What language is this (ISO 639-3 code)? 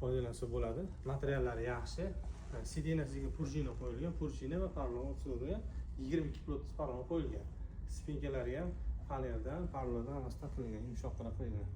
uzb